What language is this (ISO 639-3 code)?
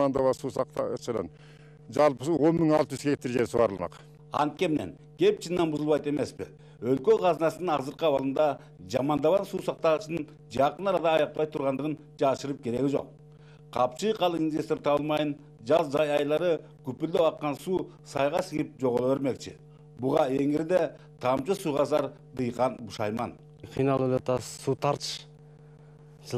kir